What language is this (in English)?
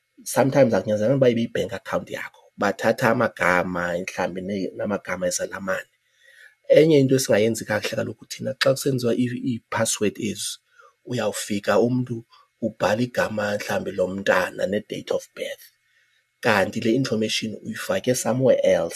Xhosa